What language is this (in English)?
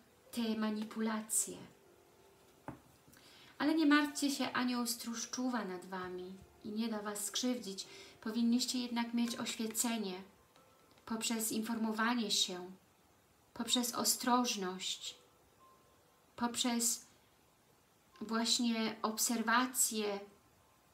Polish